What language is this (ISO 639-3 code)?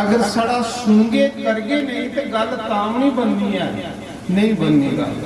doi